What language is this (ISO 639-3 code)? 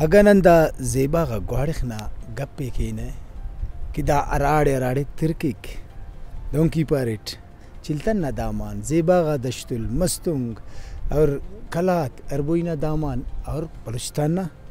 brh